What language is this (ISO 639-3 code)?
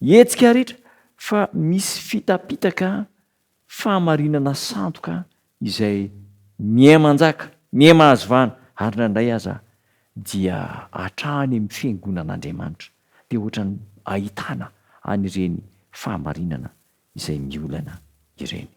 mlg